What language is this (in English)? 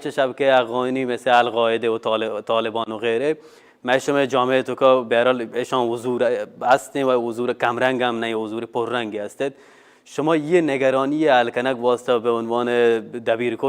Baluchi